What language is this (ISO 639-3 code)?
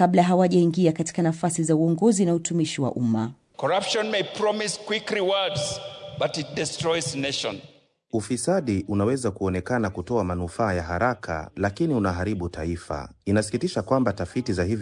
swa